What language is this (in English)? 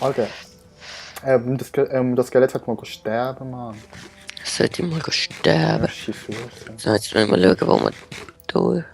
Swiss German